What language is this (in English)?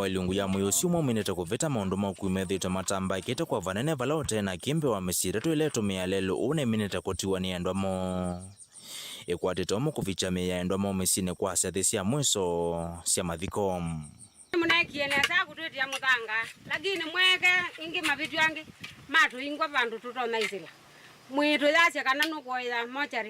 Kamba